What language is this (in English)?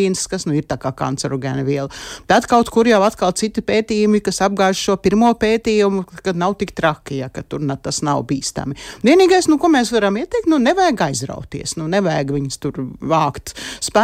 Latvian